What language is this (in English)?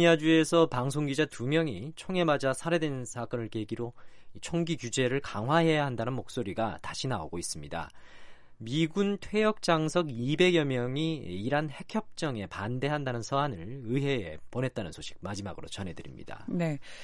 Korean